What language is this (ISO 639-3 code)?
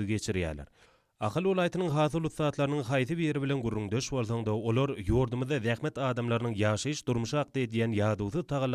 tuk